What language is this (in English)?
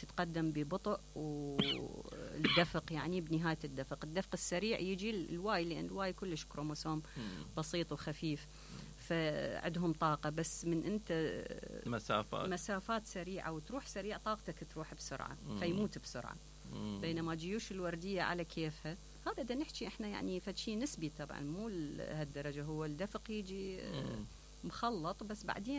Mesopotamian Arabic